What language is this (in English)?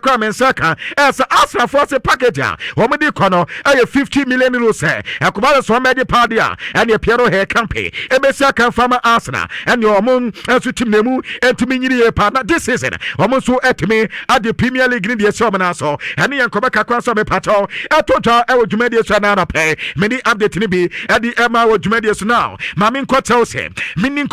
Akan